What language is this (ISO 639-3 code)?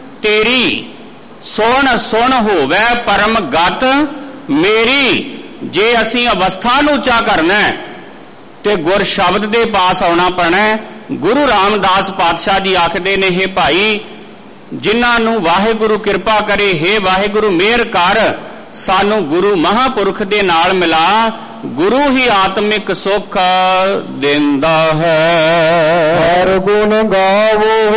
pan